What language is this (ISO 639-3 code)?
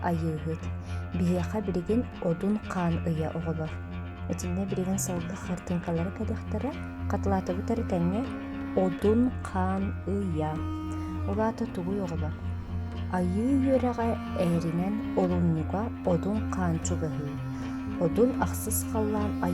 sah